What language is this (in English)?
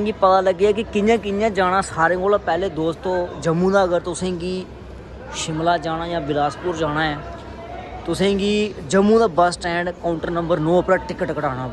Dogri